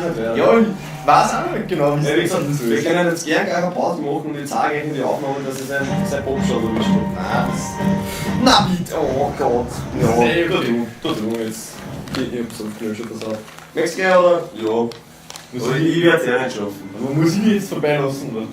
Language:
Bavarian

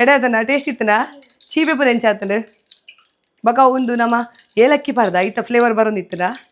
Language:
Tulu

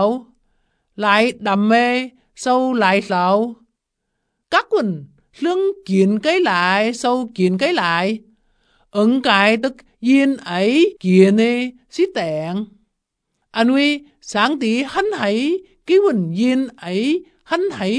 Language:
Vietnamese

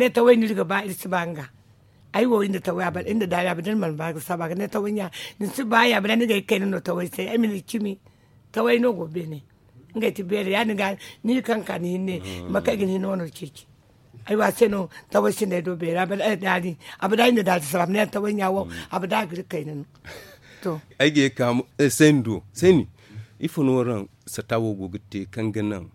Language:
Zarma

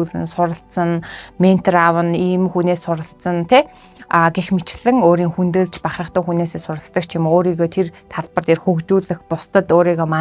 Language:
Mongolian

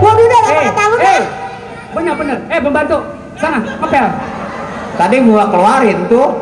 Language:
Betawi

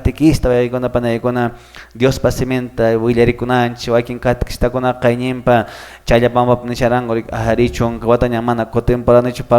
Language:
Quechua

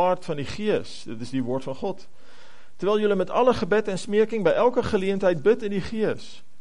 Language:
Afrikaans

